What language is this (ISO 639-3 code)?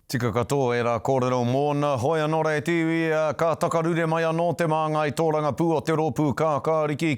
mri